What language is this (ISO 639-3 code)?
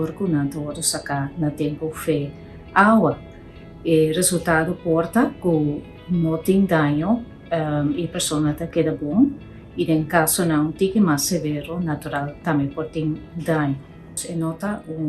pap